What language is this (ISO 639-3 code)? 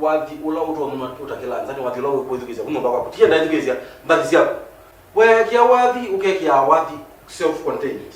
kam